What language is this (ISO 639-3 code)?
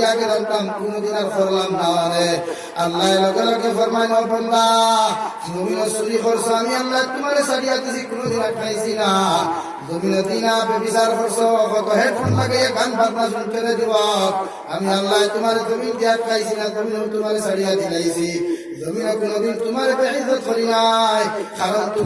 syl